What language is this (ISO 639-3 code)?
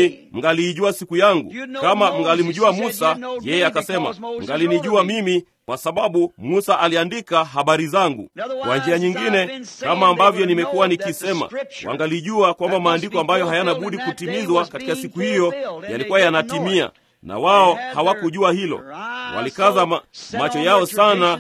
swa